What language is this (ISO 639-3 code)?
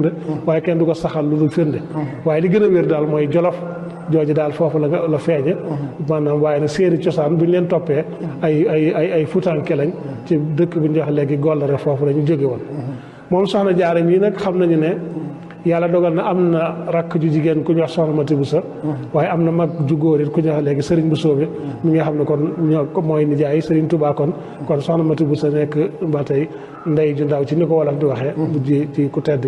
wol